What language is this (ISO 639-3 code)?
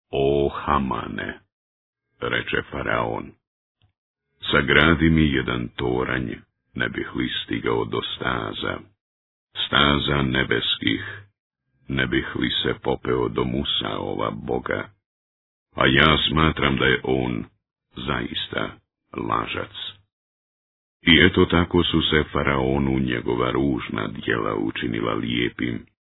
bos